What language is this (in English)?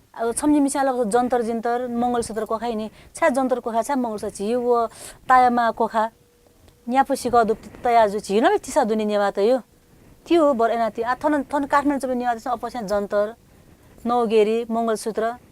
Newari